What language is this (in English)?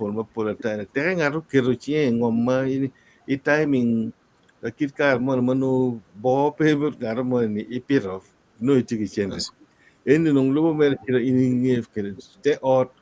Acoli